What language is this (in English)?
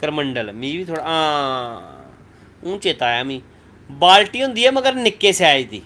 Dogri